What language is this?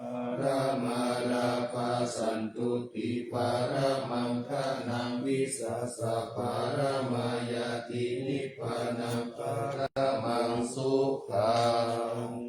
Pali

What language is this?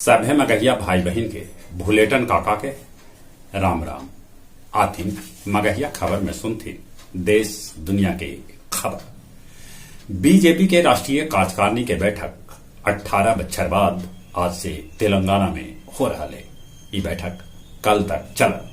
Magahi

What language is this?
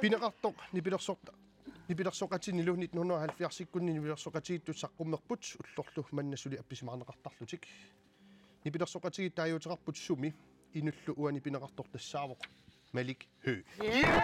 Kalaallisut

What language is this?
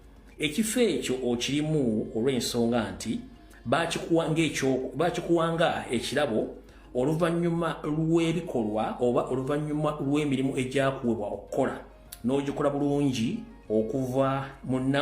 Ganda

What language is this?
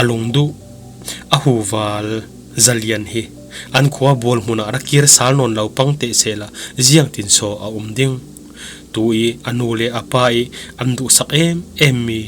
Falam Chin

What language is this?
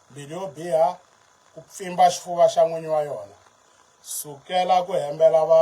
Tsonga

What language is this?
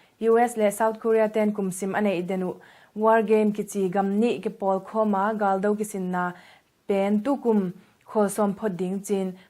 Tedim Chin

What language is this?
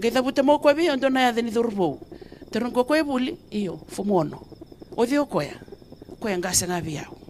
Fijian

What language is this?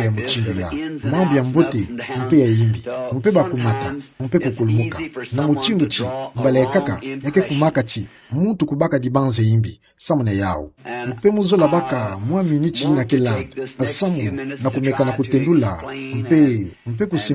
Kituba (Democratic Republic of Congo)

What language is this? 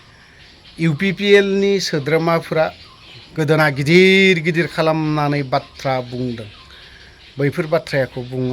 Bodo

